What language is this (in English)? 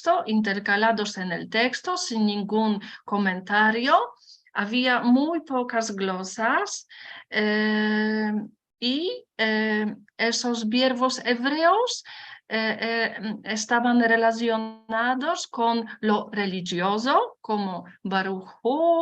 Ladino